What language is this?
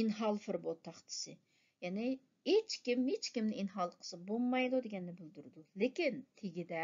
Uyghur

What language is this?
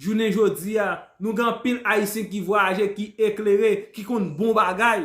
Haitian Creole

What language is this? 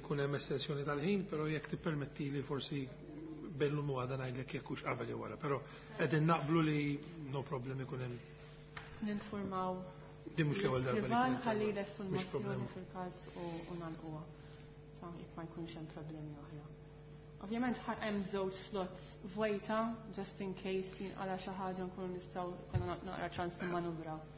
Maltese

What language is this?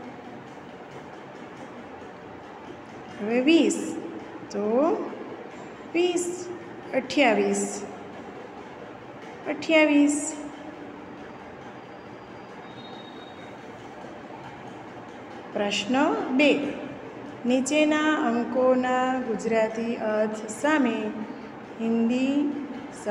Gujarati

